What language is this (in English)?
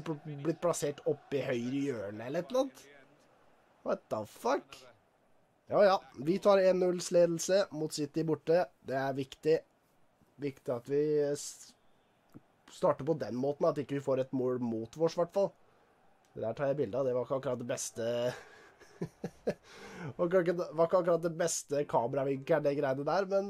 Norwegian